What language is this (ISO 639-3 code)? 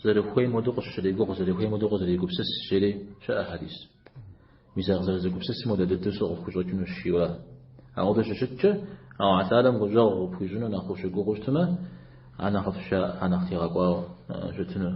kbd